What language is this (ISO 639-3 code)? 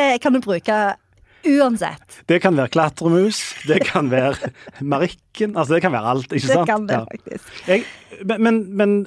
nor